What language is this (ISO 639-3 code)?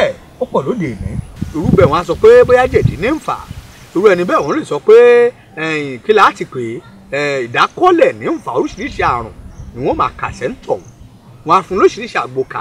yor